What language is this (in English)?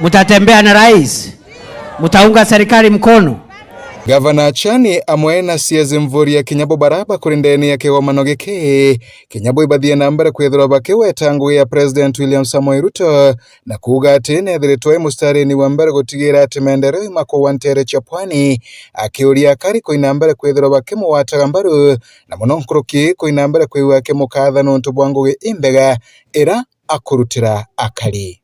Meru